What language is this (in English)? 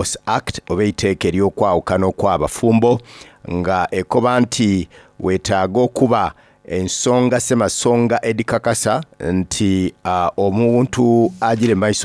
Soga